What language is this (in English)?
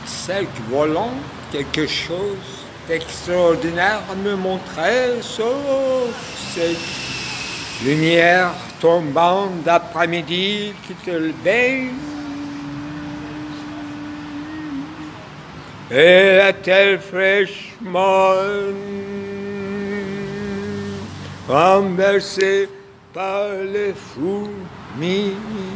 French